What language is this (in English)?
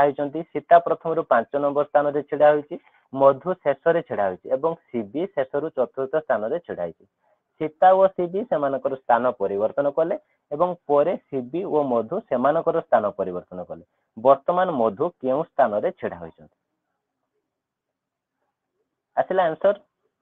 Odia